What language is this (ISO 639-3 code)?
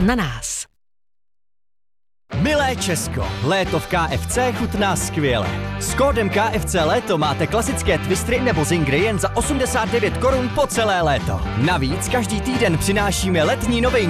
ces